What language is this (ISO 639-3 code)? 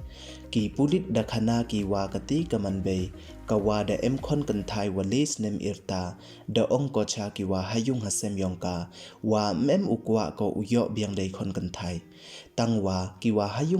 pbv